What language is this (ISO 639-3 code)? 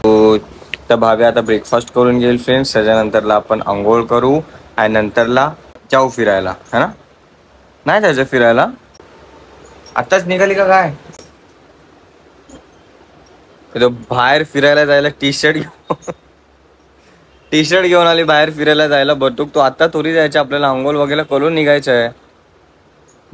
mar